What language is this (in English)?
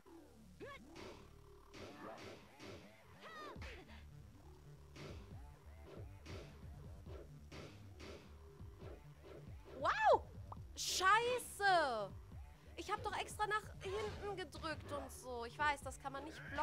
German